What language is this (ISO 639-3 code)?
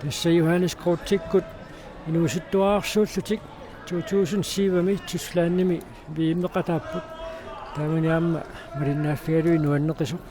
kal